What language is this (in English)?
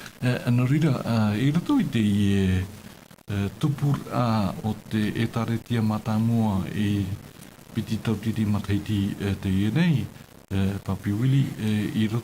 Tahitian